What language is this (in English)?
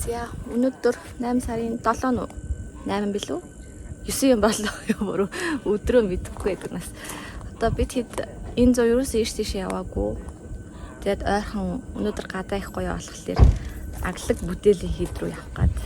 Mongolian